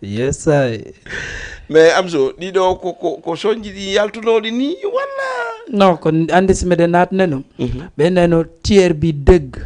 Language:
Fula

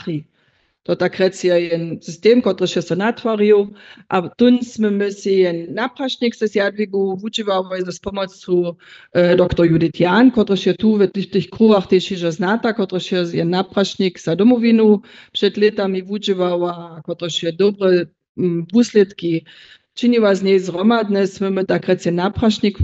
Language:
Upper Sorbian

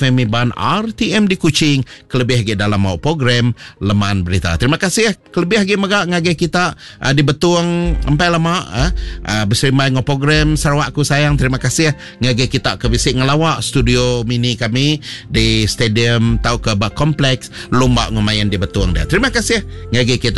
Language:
Iban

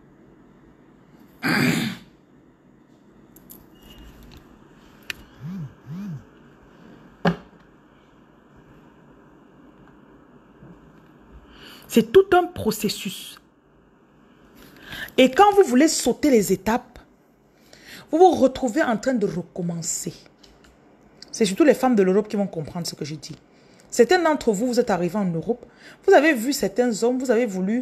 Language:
French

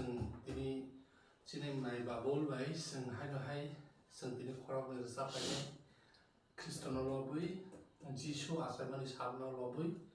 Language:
Kok Borok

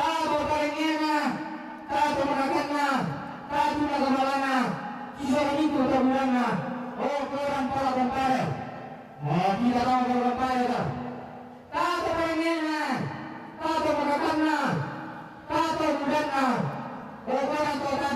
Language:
Toraja-Sa'dan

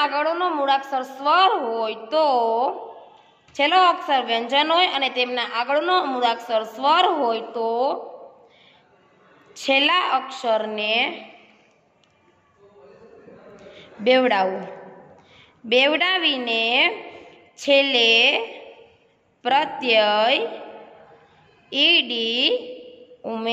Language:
Gujarati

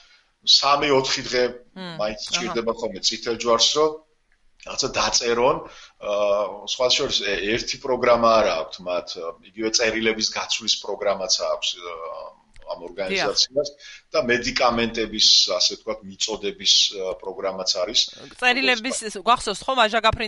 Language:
Georgian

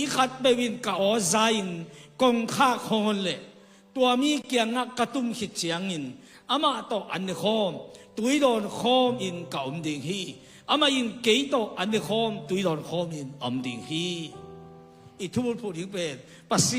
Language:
Tedim Chin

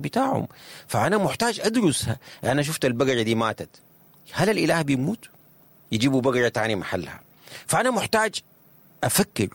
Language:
Sudanese Arabic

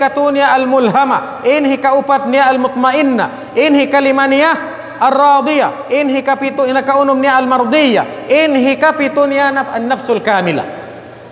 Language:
Tausug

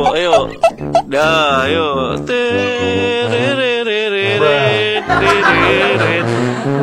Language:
Betawi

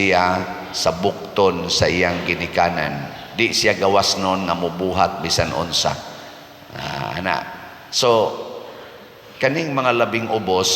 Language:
Cebuano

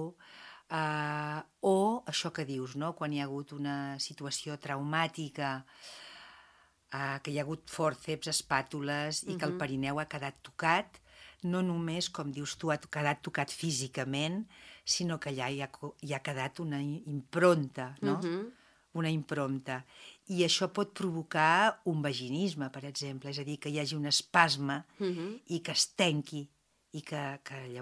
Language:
Catalan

